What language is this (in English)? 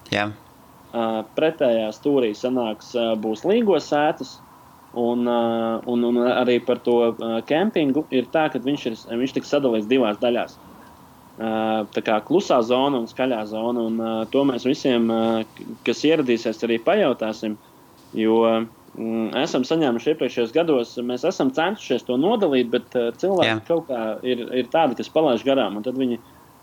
Latvian